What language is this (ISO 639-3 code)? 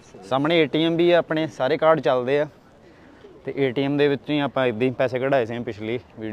pan